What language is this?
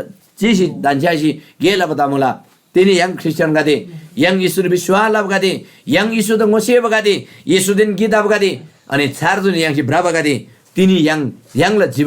Eastern Tamang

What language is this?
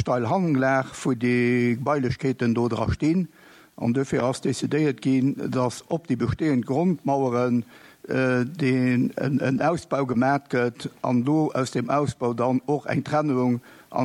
Luxembourgish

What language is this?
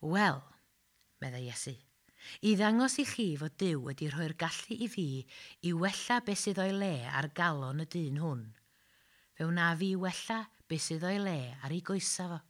Welsh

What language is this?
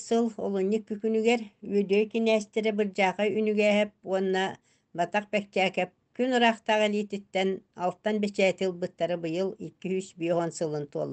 Yakut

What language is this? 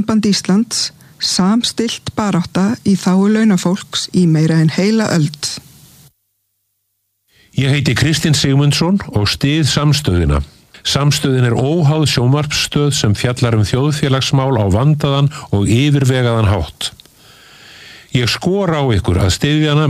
Icelandic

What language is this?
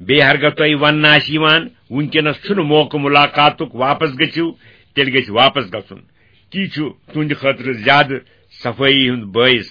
Kashmiri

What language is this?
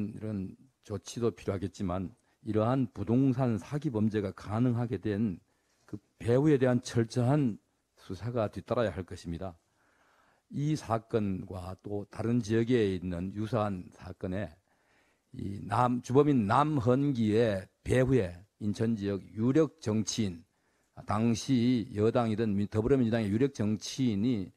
Korean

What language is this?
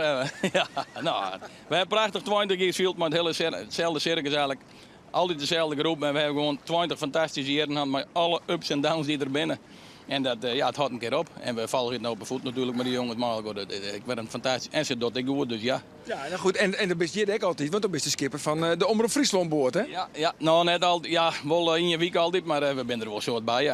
Western Frisian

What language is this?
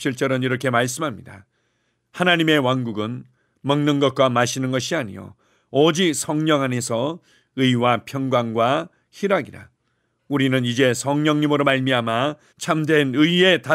Korean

